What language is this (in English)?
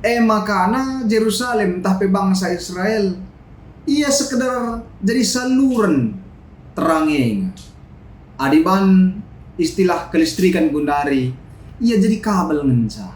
Batak Karo